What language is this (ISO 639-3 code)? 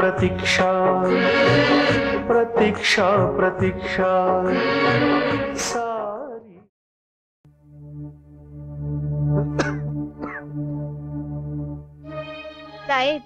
mar